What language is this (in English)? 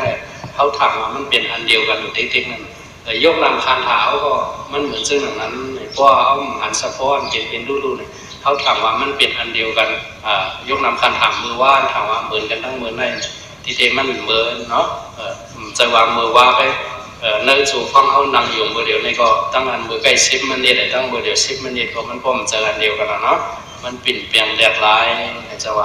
Shan